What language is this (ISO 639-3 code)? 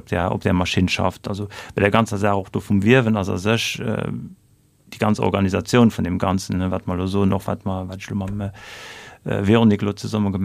ltz